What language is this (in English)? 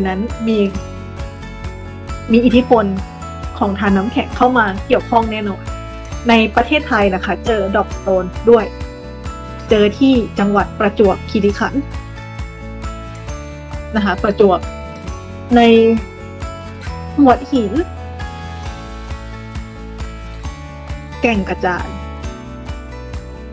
Thai